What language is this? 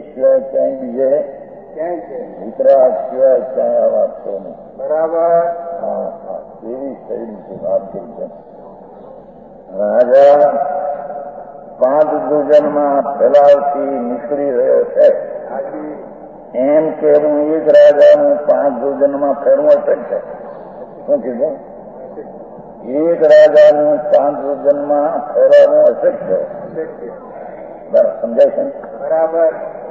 Gujarati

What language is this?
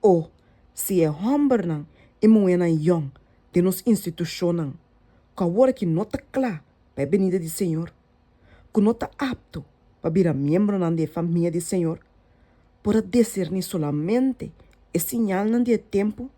Papiamento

